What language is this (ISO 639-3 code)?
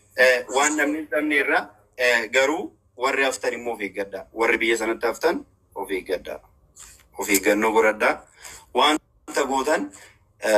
orm